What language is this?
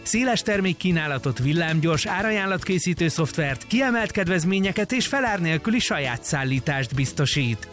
Hungarian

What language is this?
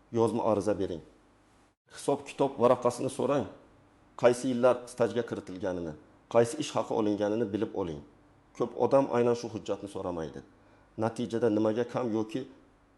Uzbek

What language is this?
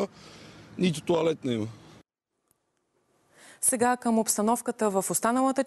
Bulgarian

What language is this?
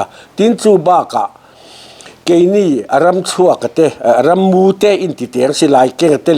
Mizo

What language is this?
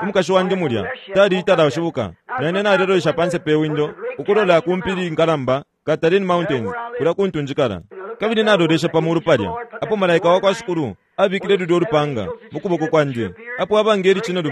Bemba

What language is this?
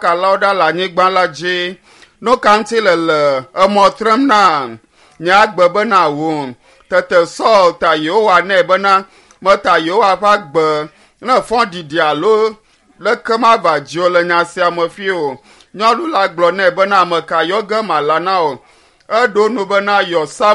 Ewe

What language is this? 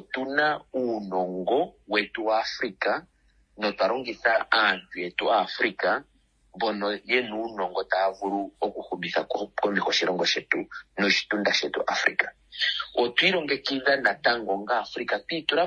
Kuanyama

